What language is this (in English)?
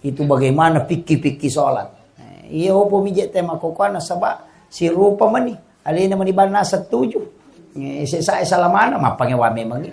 Buginese